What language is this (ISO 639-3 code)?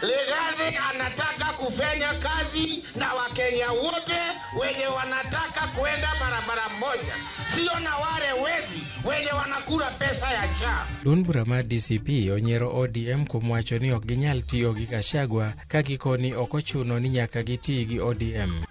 luo